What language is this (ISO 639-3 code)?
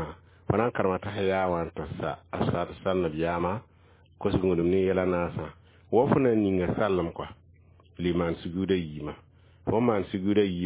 mos